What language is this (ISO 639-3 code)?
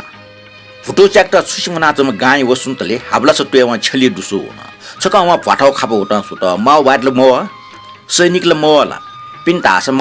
new